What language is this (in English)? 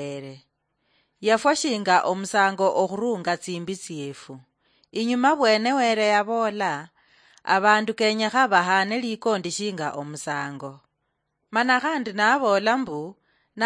Luyia